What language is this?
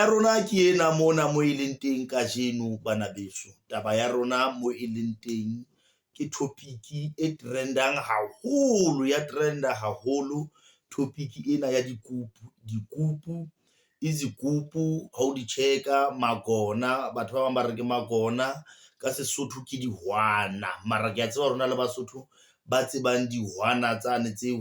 Southern Sotho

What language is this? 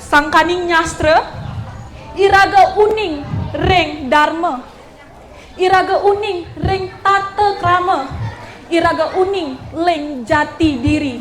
Balinese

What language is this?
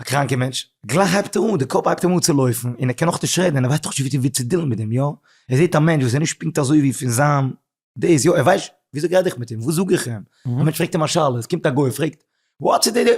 Yiddish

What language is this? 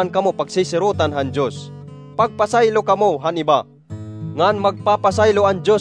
Waray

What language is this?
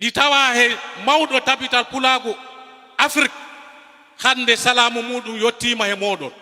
Fula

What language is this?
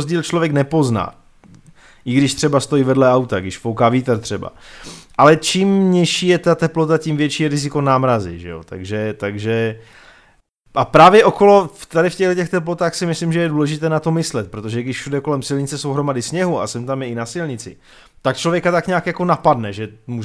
Czech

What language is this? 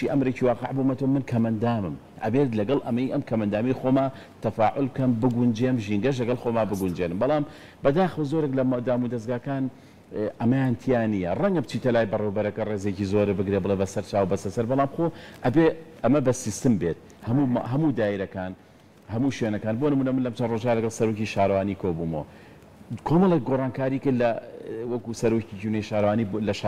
Central Kurdish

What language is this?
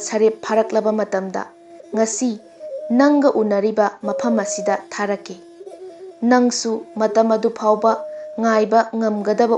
Manipuri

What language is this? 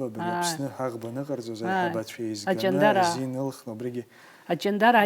Abkhazian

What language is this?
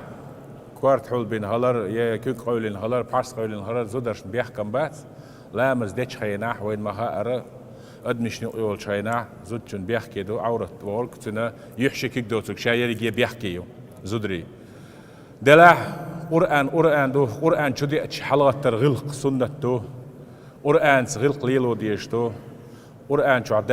Chechen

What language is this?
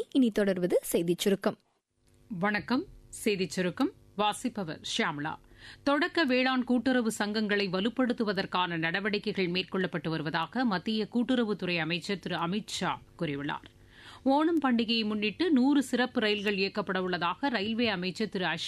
Tamil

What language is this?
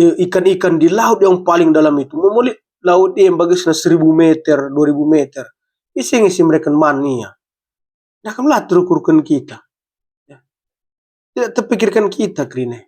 Batak Karo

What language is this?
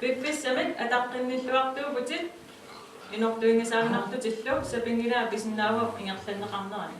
Kalaallisut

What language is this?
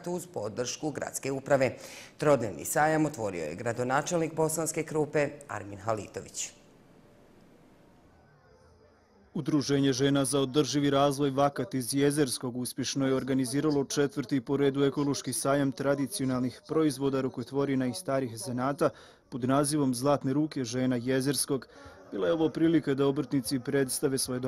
Bosnian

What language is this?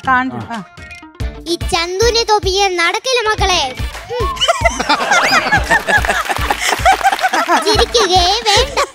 Malayalam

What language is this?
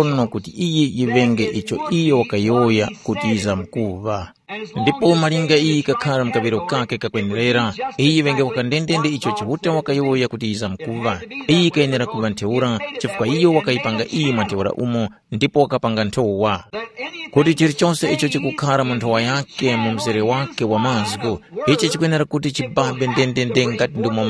Tumbuka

